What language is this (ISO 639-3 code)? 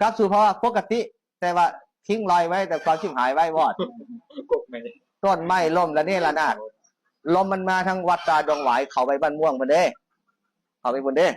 tts